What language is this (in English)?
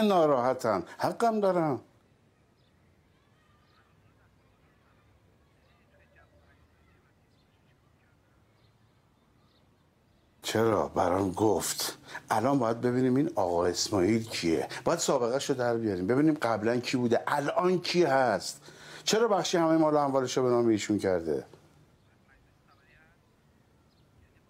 Persian